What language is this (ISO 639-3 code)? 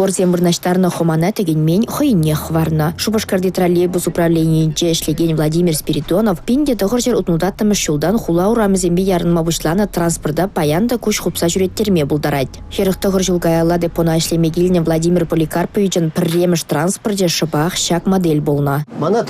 chv